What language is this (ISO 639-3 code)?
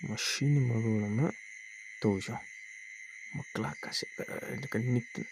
mni